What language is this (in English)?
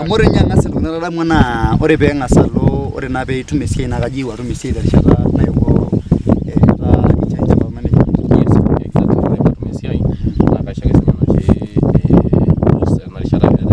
Masai